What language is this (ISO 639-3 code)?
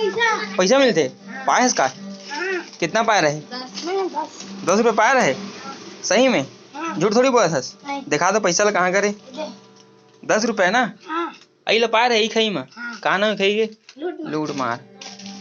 hne